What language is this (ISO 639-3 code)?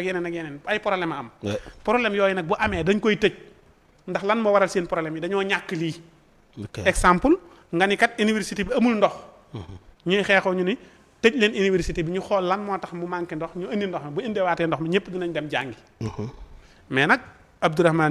wol